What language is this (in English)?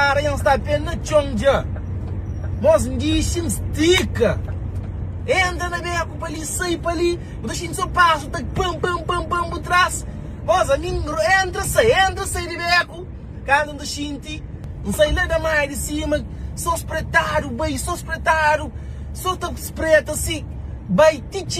Kabuverdianu